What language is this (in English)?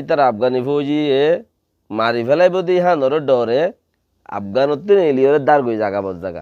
Rohingya